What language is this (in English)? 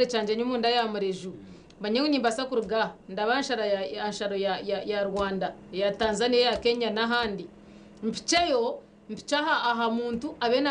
Nyankole